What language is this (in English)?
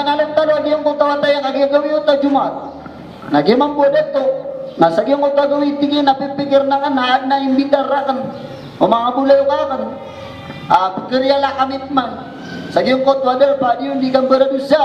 Maranao